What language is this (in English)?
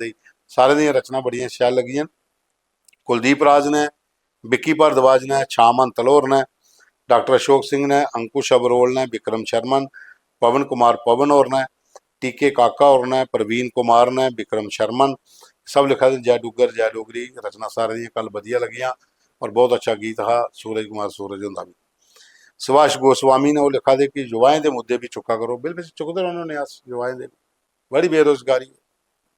Dogri